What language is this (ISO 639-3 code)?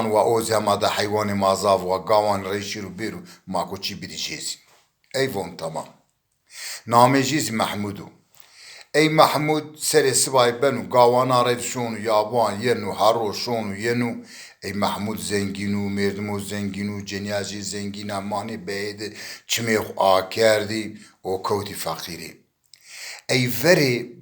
zza